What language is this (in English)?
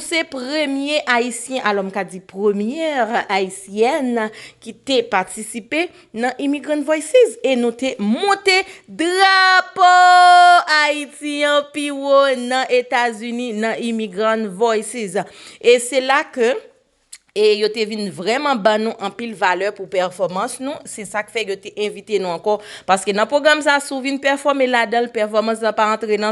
Haitian Creole